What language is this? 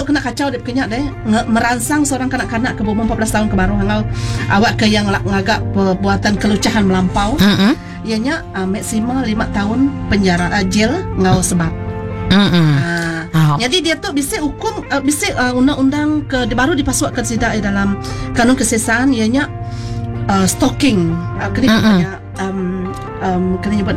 Iban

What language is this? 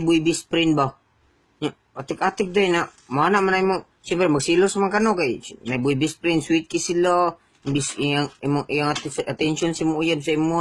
Cebuano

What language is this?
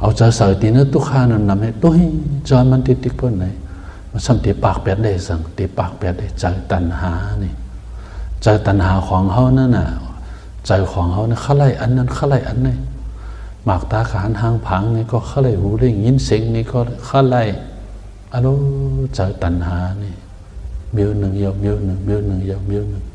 Shan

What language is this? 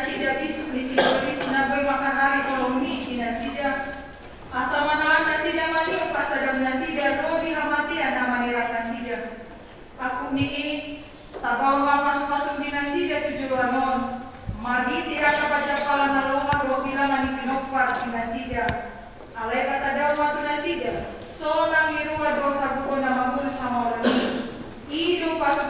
Batak Toba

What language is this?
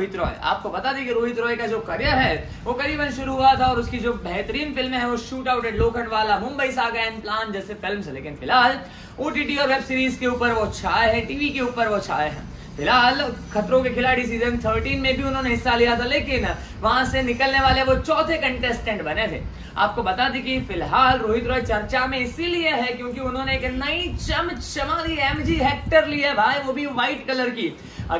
Hindi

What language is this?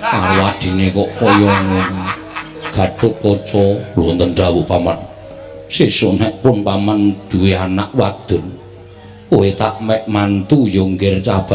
Javanese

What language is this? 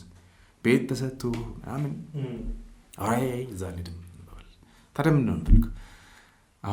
Amharic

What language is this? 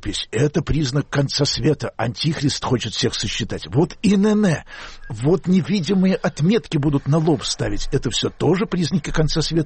Russian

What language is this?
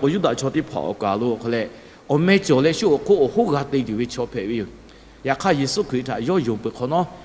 Lahu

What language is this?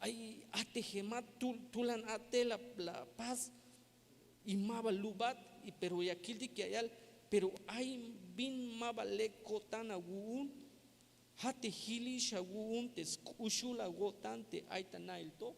Tzeltal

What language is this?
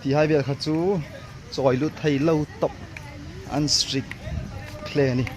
Hmar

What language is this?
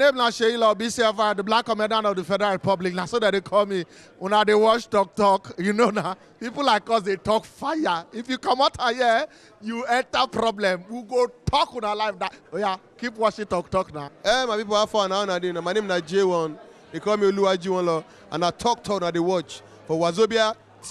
Nigerian Pidgin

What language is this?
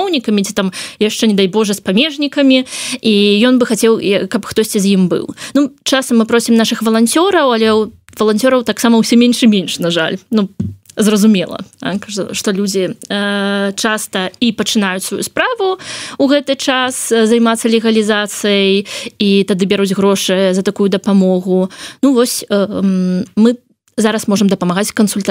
Belarusian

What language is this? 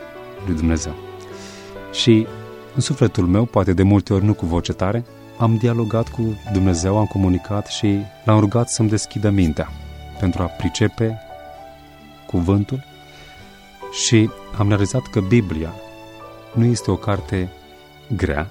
Romanian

